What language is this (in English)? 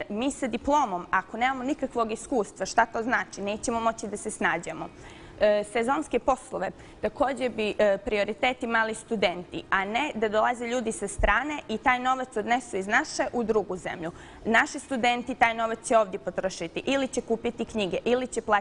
Bosnian